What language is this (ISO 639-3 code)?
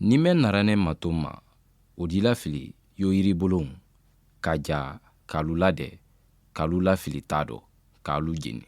man